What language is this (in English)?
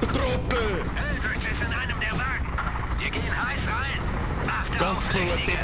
Bavarian